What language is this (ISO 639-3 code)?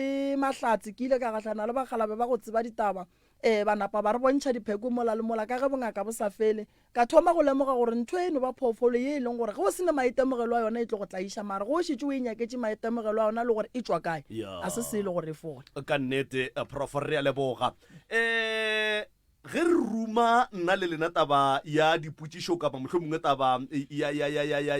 nso